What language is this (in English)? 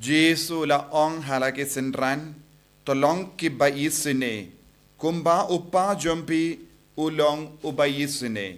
Khasi